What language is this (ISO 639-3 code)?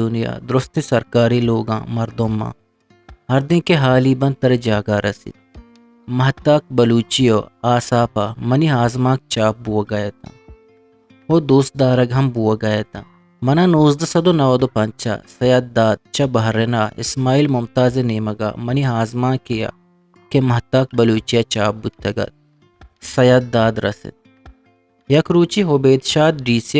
bgp